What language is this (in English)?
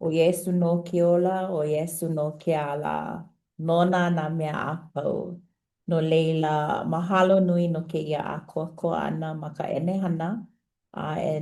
Hawaiian